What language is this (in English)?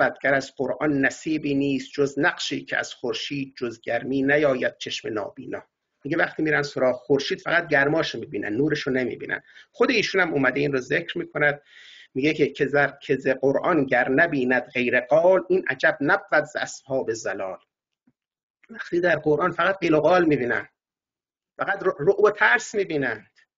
Persian